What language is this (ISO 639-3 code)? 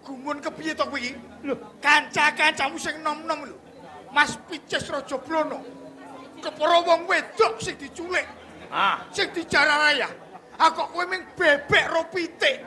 jav